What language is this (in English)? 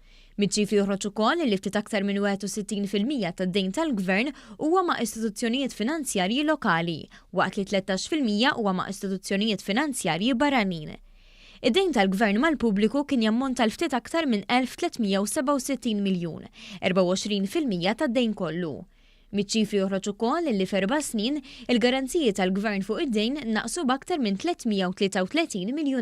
Maltese